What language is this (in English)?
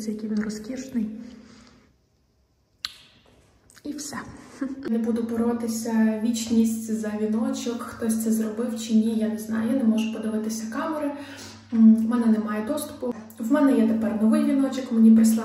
Ukrainian